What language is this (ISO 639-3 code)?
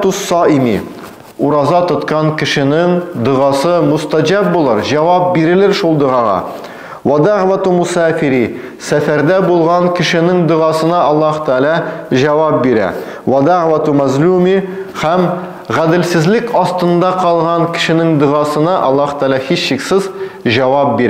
tat